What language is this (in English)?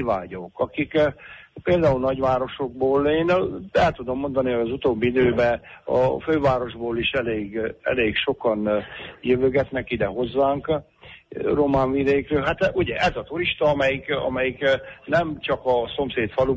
Hungarian